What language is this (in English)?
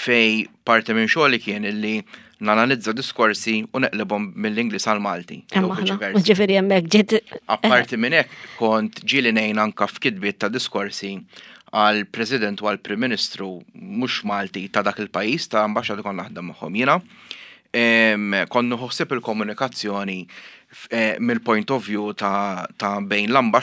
Maltese